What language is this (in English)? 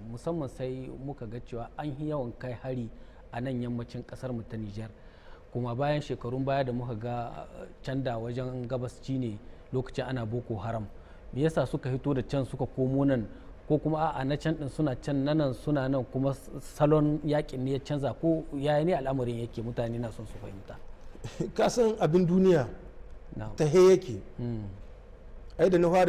Hausa